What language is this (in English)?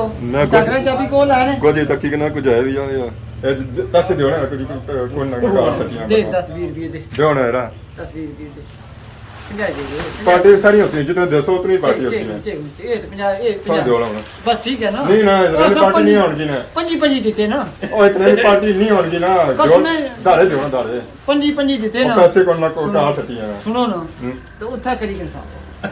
Pahari-Potwari